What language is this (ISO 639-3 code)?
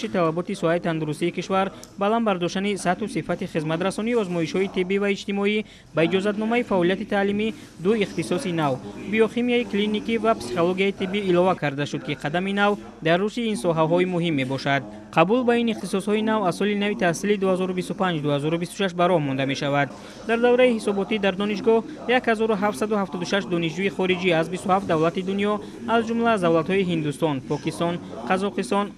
tgk